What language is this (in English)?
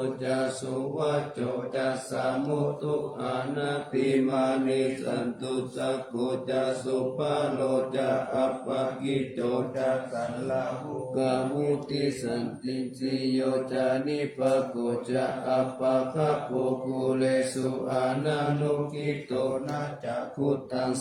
Pali